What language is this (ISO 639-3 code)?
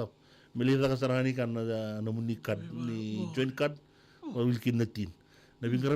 fij